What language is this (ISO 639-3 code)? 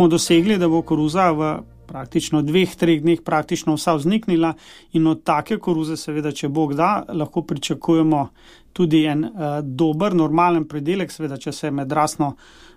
slv